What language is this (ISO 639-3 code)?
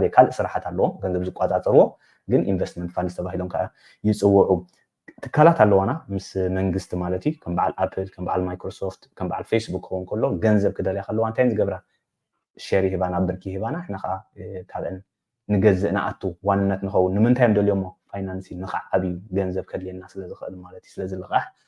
tir